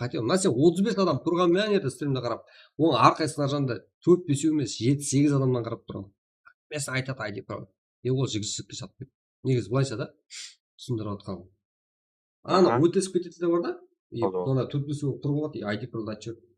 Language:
Kara-Kalpak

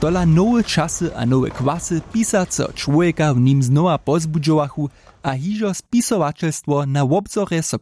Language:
Upper Sorbian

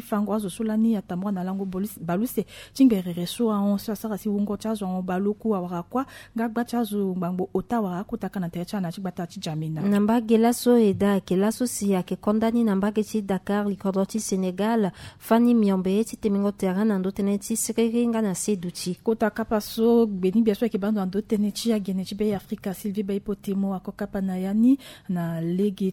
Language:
Sango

